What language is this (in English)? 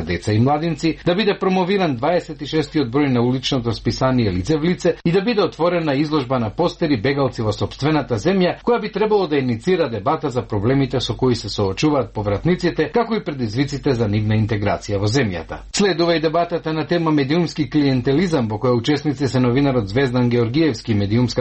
Macedonian